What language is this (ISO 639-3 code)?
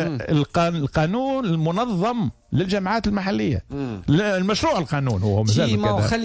aeb